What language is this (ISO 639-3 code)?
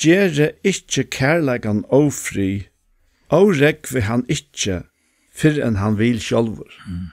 fao